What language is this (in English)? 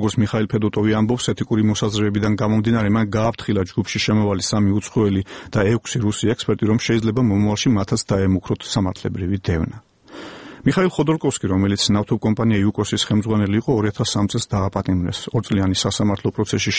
Georgian